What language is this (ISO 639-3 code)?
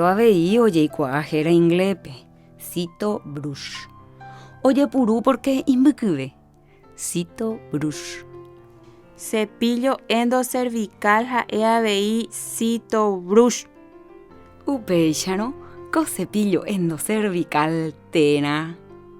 grn